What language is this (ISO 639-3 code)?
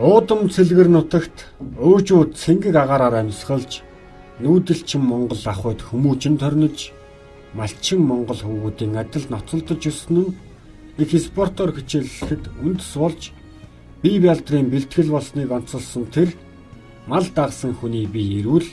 mon